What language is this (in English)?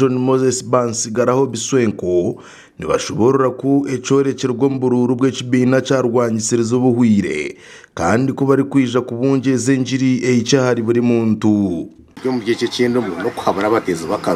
Nyankole